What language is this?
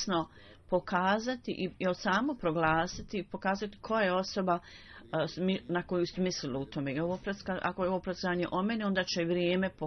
Bosnian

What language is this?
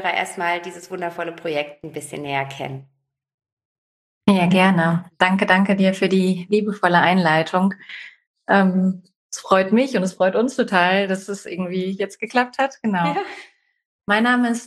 German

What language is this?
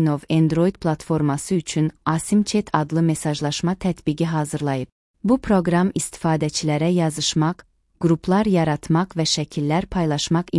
Azerbaijani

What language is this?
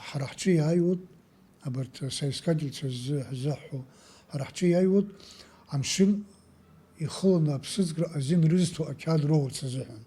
Abkhazian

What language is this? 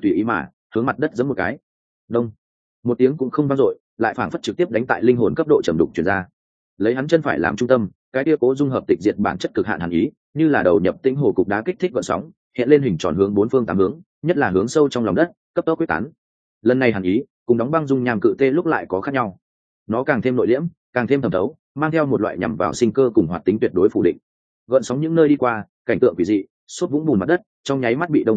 Vietnamese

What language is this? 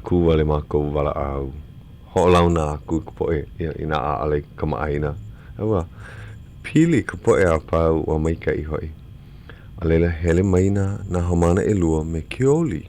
Hawaiian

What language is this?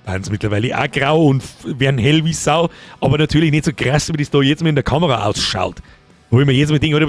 Bavarian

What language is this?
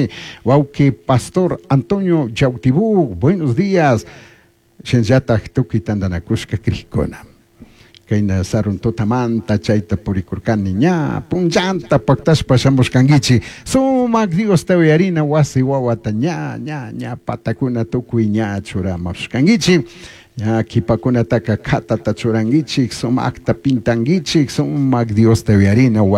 Chimborazo Highland Quichua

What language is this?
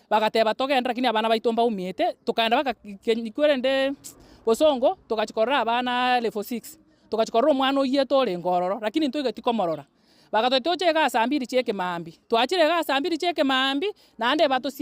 Gusii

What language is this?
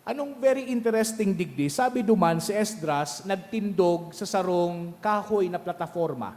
Bikol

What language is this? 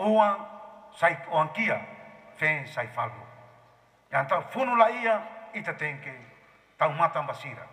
Tetum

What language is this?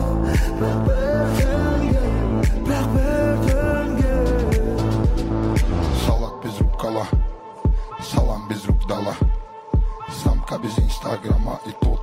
Kazakh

